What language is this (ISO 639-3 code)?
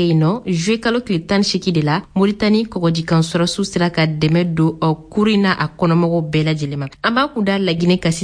bam